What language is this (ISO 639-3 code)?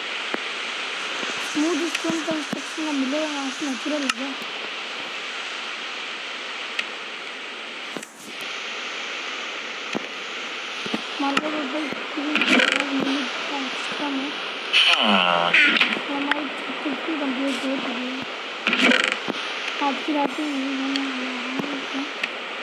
hin